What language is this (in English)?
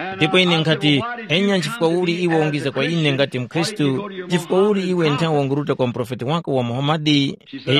Tumbuka